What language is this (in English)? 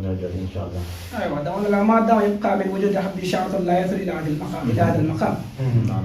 Wolof